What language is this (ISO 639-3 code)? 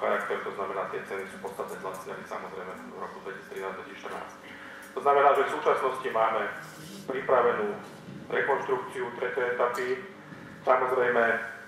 slk